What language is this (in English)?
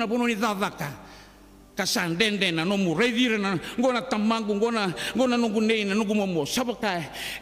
Fijian